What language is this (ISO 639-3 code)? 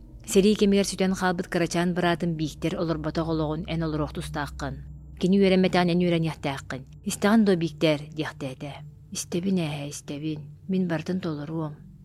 sah